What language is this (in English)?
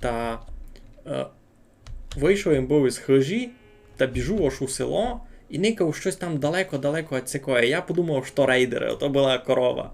Rusyn